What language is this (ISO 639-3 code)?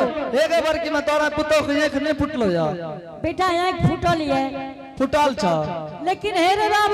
anp